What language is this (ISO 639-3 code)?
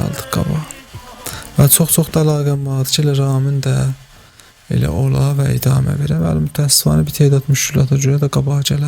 azb